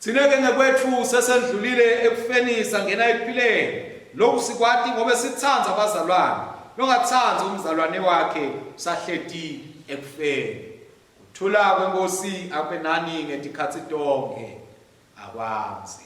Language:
Swati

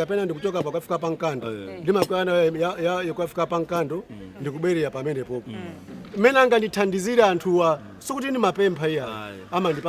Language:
Nyanja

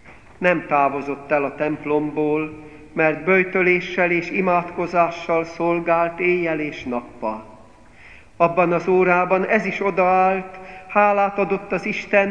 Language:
Hungarian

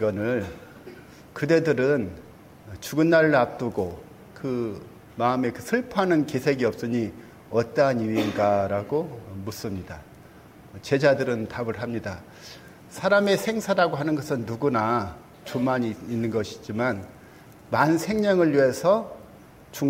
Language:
Korean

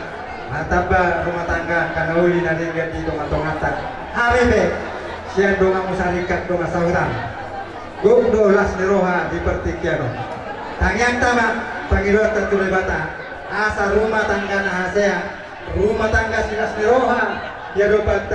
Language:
Batak Toba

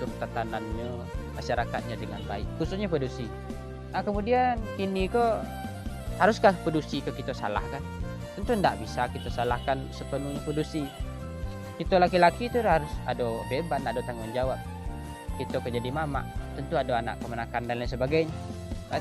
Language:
Minangkabau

